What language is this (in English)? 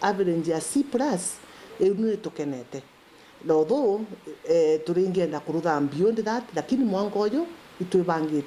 Meru